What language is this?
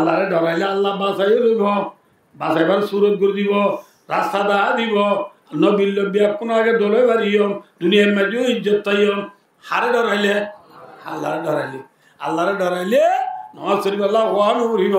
Rohingya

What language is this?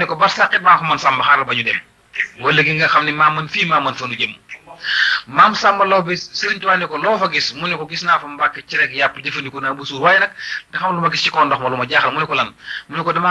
Wolof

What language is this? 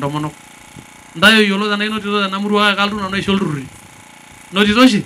Masai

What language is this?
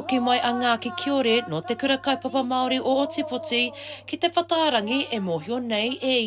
Māori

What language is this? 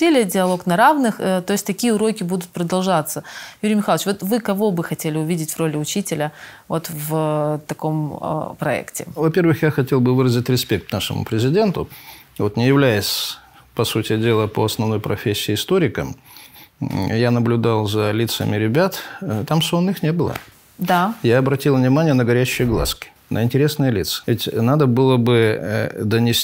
Russian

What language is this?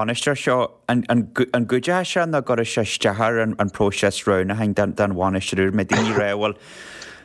Irish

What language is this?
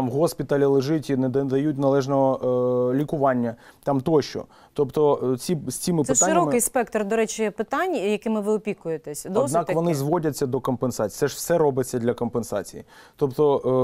Ukrainian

